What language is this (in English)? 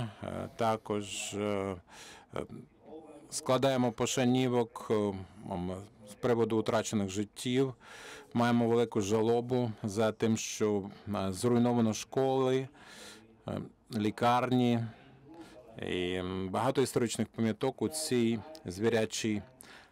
Ukrainian